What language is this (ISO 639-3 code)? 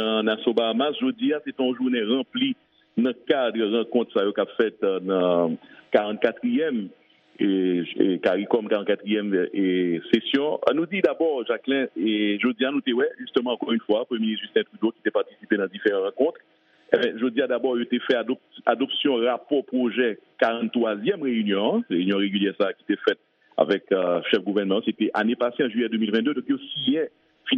hat